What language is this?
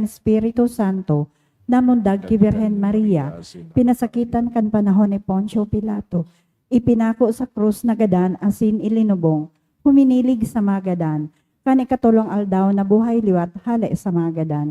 Bikol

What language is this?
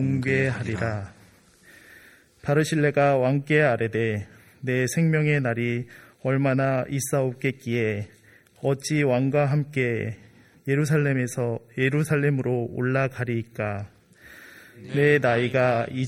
Korean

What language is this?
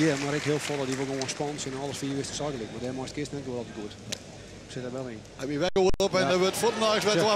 Western Frisian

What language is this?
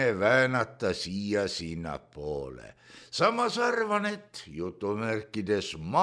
Estonian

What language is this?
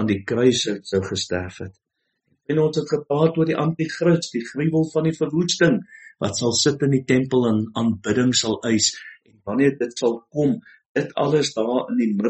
Afrikaans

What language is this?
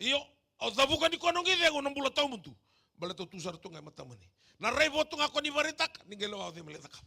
Fijian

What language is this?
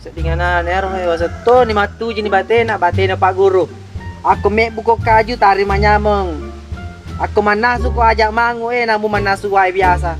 Buginese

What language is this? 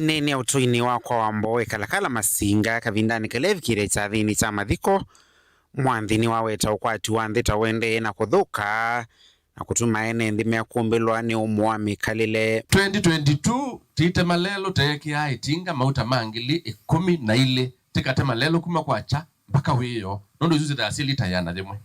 Kamba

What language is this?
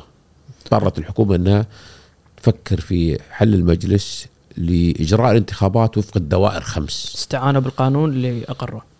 Gulf Arabic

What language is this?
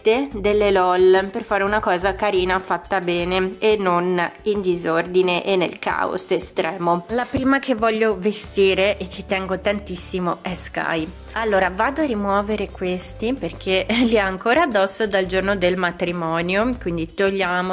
Italian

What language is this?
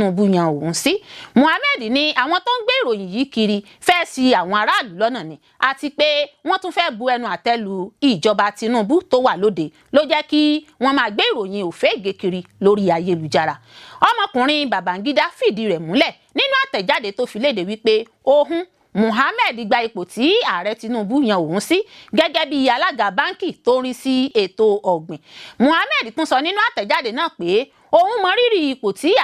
Yoruba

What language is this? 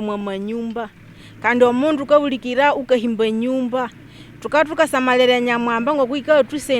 Nyankole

